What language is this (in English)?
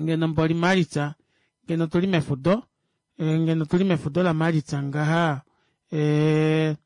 Kuanyama